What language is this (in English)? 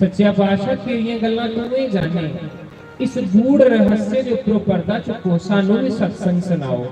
Dogri